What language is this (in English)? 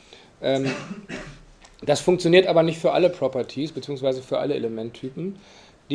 German